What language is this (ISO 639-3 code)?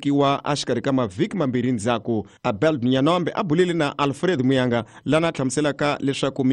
tso